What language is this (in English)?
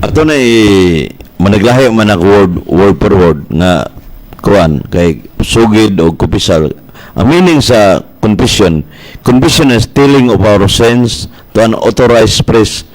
Cebuano